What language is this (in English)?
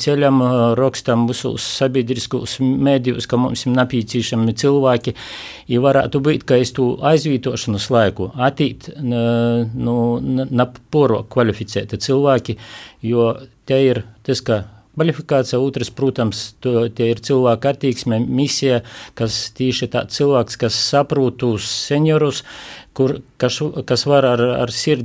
Latvian